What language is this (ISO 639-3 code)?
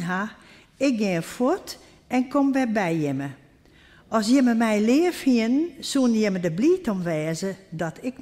fry